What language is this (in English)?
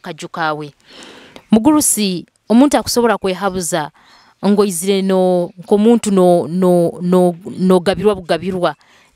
Nyoro